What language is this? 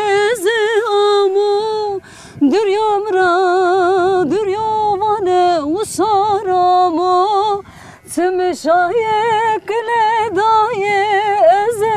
Zaza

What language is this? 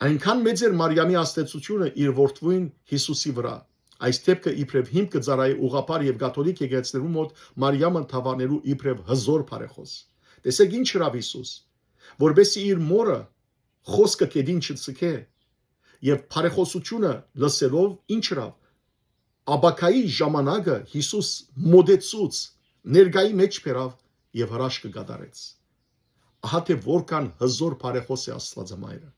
Western Armenian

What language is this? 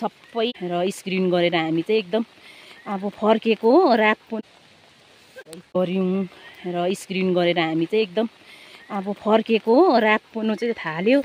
Nepali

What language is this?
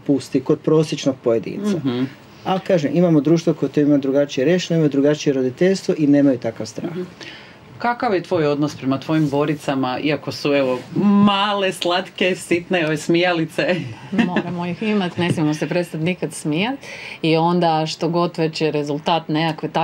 Croatian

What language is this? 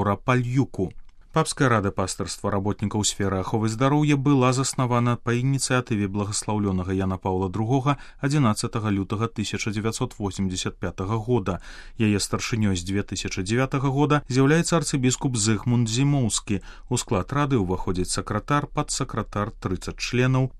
Belarusian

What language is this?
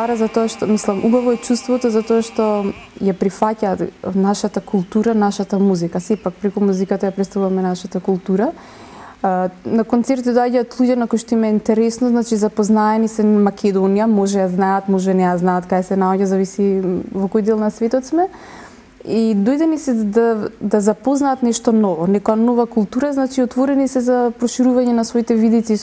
Macedonian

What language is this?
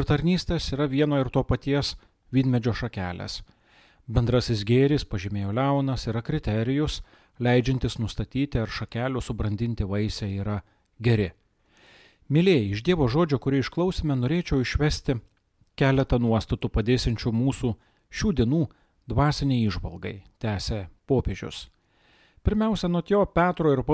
Lithuanian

